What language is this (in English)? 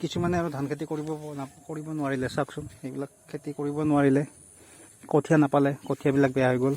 Assamese